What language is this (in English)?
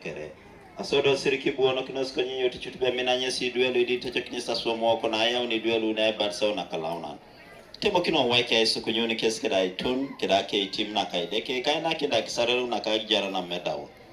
Teso